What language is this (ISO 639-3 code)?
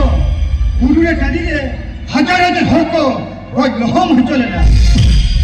sat